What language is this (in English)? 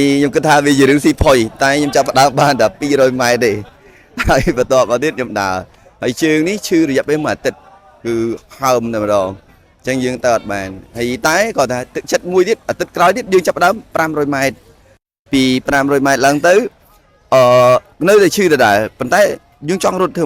Khmer